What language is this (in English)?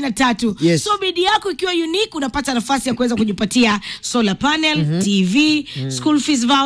Swahili